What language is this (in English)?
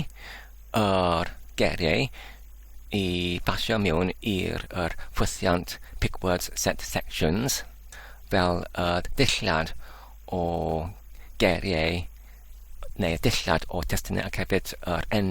Welsh